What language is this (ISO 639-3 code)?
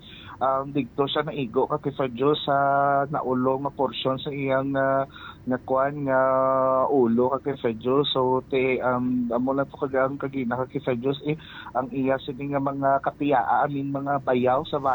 hil